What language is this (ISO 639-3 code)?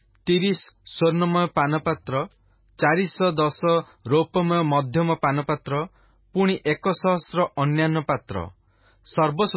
ori